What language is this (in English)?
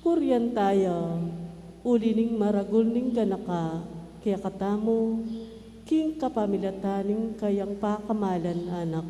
Pampanga